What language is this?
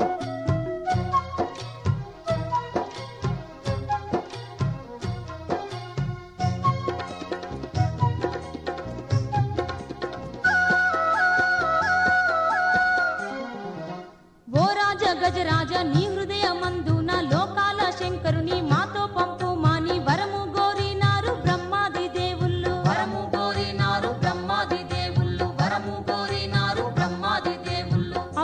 Telugu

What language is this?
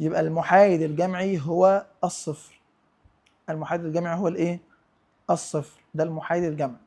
Egyptian Arabic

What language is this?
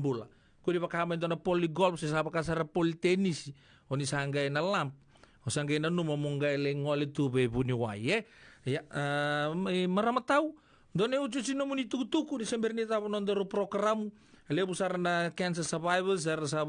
Fijian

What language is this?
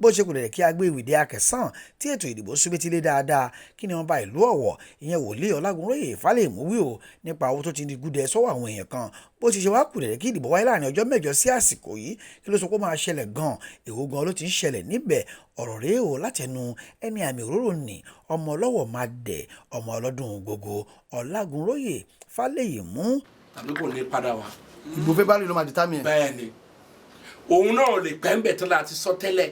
Yoruba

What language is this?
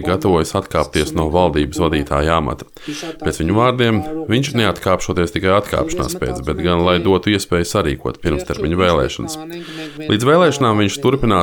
Latvian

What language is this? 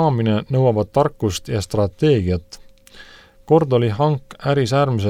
Estonian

